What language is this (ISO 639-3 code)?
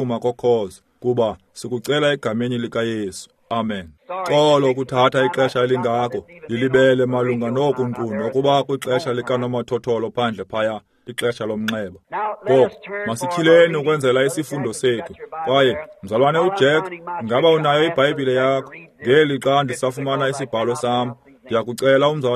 xho